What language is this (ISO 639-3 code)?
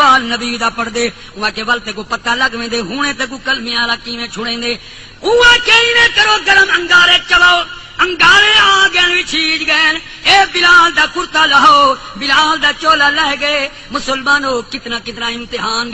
skr